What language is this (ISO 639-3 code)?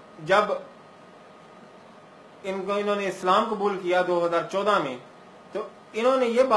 urd